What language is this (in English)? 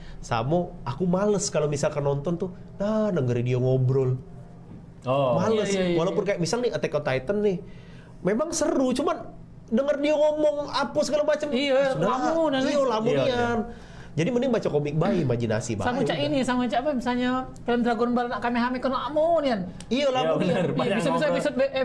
Musi